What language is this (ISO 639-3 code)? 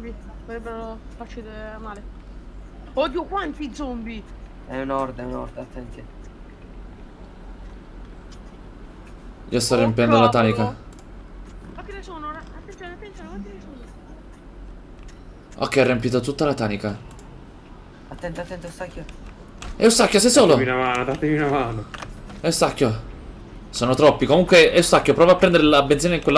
ita